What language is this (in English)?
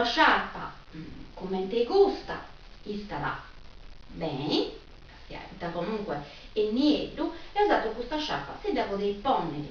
Sardinian